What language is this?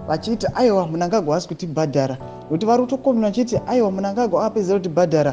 Shona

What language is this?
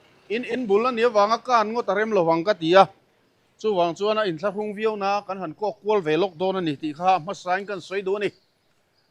Mizo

